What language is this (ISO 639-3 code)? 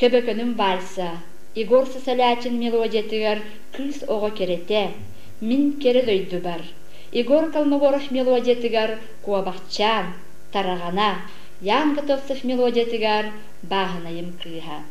sah